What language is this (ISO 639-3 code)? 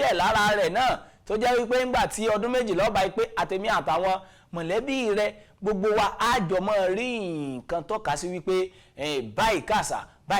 yor